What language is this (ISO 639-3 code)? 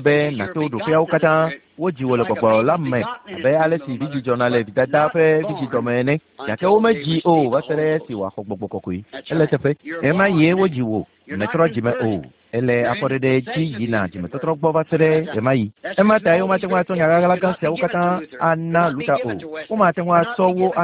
ewe